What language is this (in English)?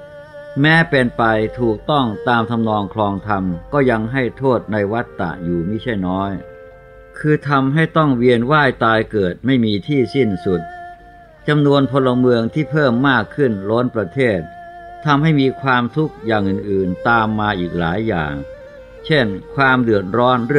Thai